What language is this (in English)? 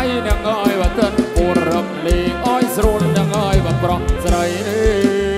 Thai